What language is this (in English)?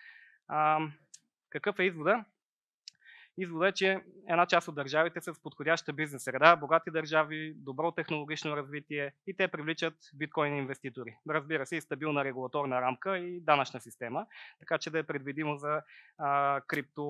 Bulgarian